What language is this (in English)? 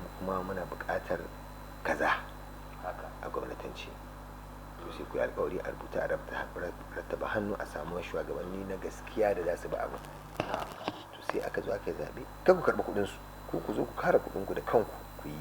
Hausa